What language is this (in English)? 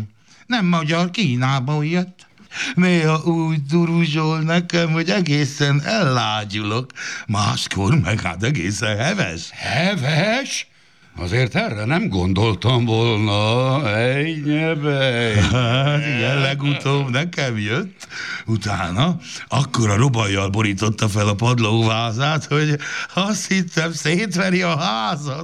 Hungarian